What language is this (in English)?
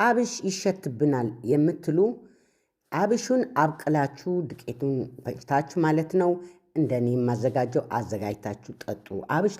Amharic